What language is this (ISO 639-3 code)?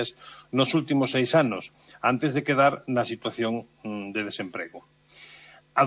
glg